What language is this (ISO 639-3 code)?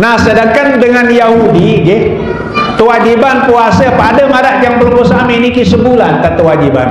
sas